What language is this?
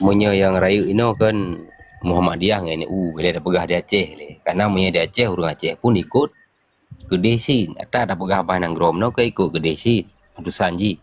Achinese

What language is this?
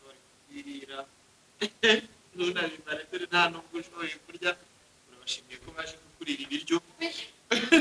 Kinyarwanda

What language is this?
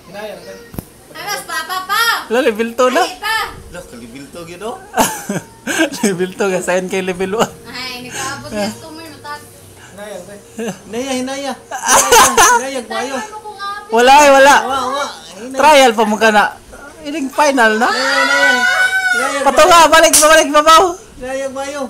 Cebuano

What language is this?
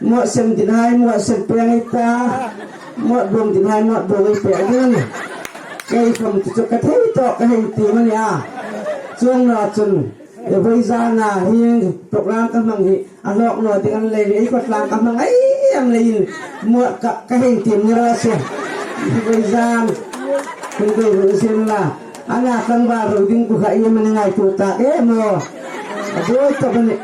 Hmar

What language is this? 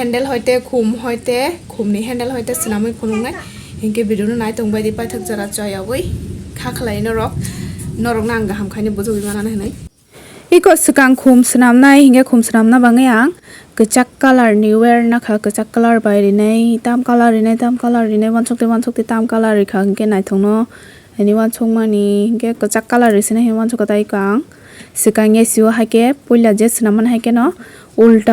Kok Borok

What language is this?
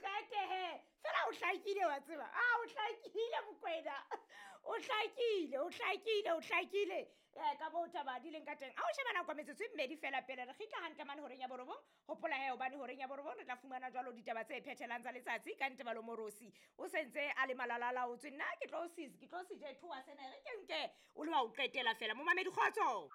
Southern Sotho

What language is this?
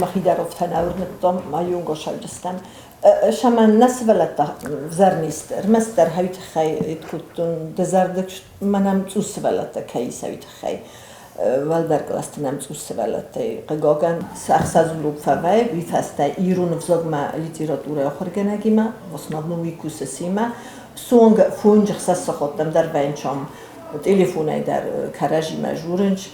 Ossetic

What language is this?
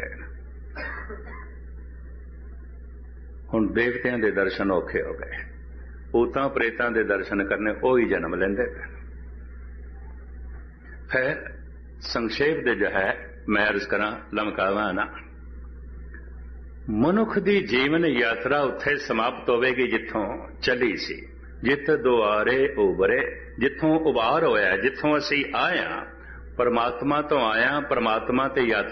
Punjabi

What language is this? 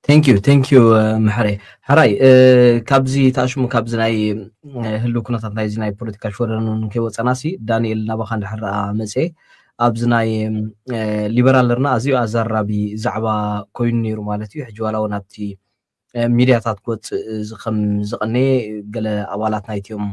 Tigrinya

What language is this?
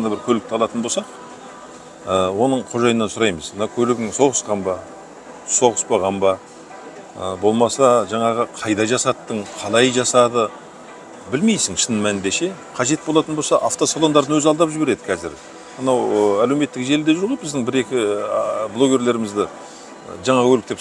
Kazakh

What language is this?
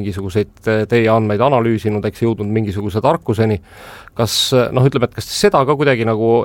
Estonian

